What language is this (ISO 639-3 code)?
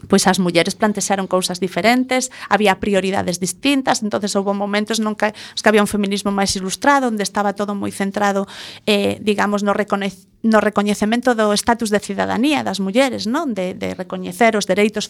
glg